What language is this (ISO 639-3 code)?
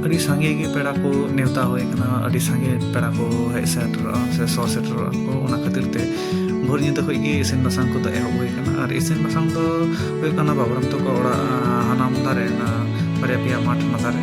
sat